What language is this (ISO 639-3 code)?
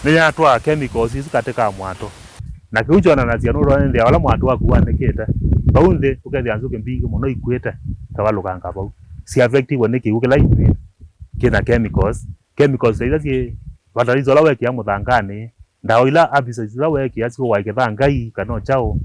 kam